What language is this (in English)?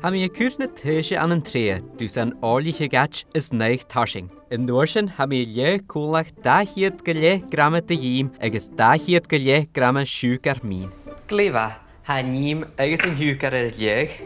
Scottish Gaelic